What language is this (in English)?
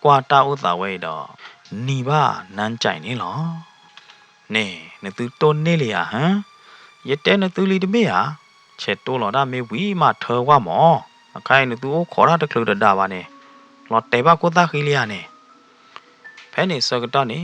S'gaw Karen